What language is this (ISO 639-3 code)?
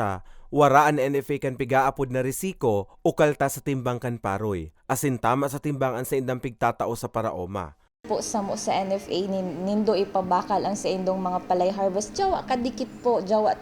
bik